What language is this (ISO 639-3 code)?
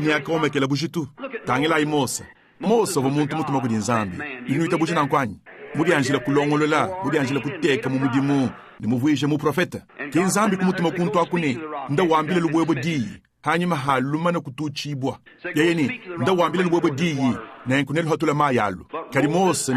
lua